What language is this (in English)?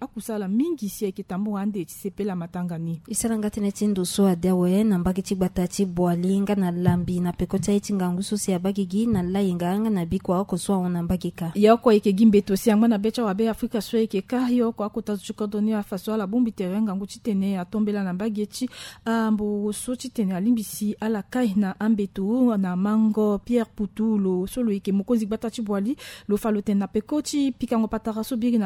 Sango